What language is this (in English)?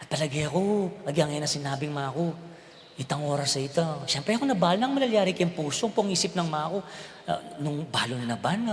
Pampanga